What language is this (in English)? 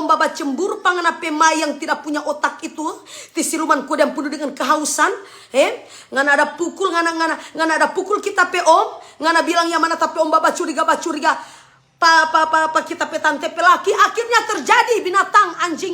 Manado Malay